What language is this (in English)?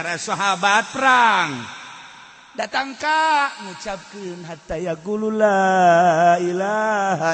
Sundanese